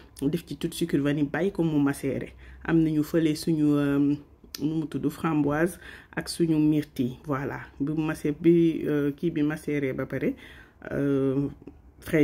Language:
Wolof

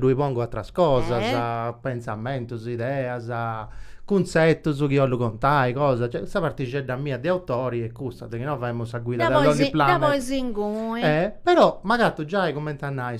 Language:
Sardinian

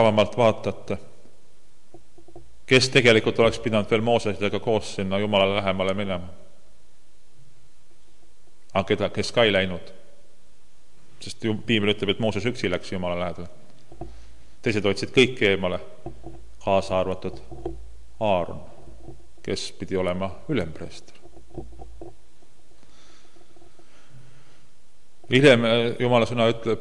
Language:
Estonian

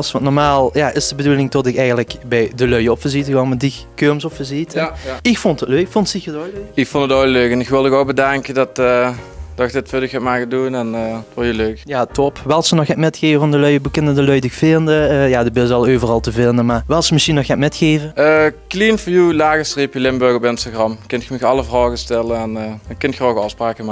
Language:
Limburgish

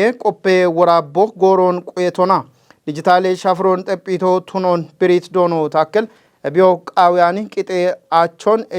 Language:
Kafa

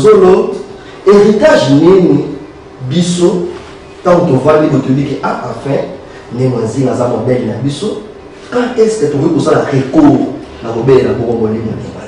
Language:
Lingala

